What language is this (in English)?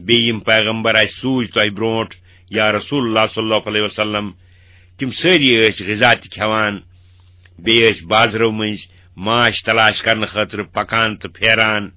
Kashmiri